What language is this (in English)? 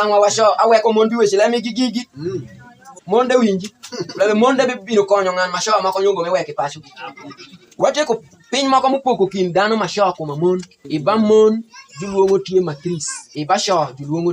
Alur